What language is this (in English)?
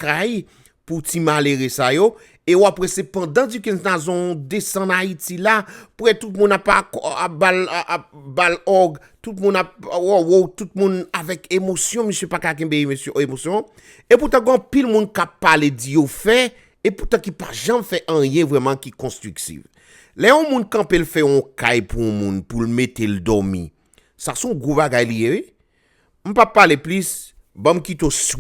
Haitian Creole